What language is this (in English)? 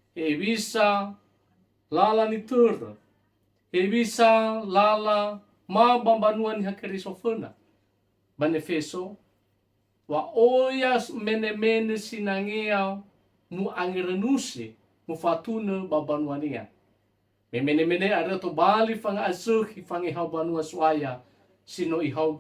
Nias